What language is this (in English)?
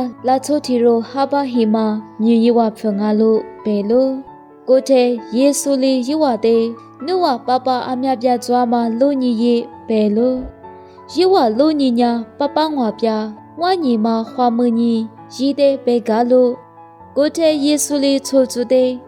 Lisu